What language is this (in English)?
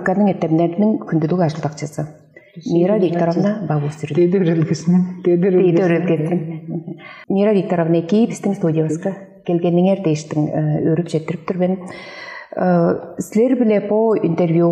Tuvinian